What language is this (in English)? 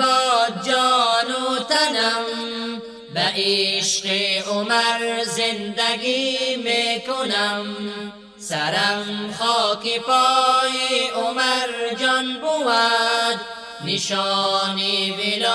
Persian